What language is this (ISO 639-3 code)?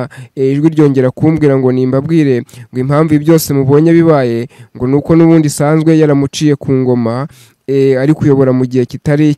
kin